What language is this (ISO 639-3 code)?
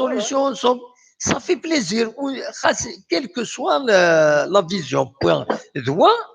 kab